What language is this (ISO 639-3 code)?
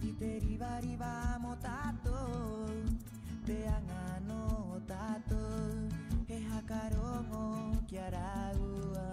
rap